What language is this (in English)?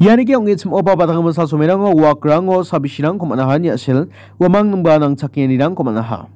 Garo